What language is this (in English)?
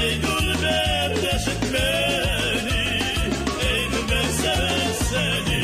Crimean Tatar